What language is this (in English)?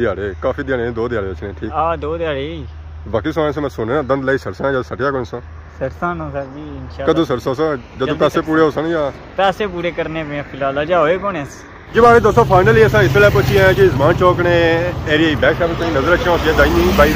Pahari-Potwari